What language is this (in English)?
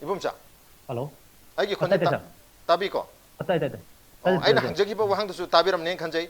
Manipuri